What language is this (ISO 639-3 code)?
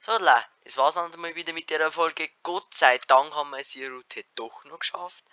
bar